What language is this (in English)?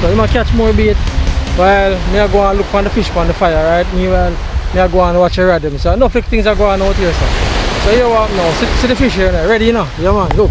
Jamaican Creole English